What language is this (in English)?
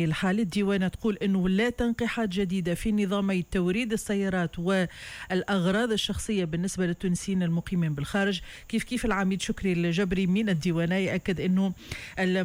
Tunisian Arabic